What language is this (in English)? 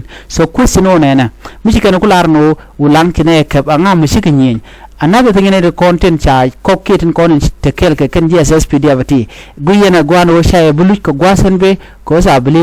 Nuer